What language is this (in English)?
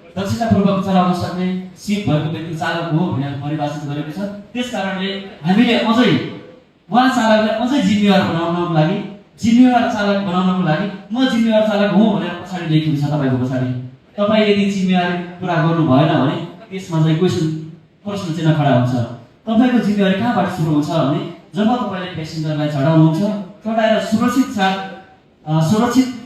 Nepali